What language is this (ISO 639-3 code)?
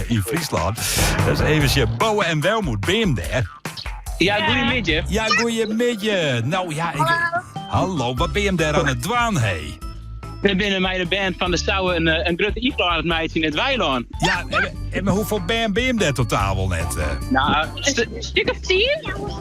fry